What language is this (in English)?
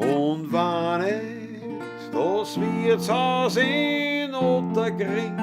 Bavarian